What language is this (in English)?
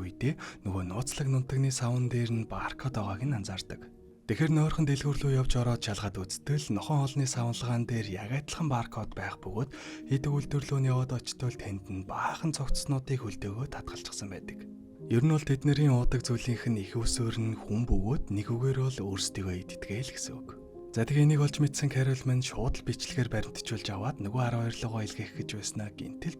Mongolian